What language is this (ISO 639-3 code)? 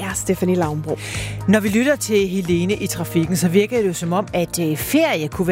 dan